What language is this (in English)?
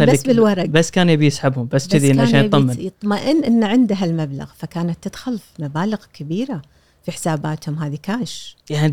Gulf Arabic